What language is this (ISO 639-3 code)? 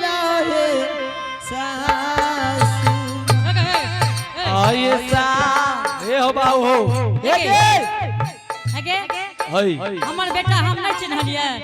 anp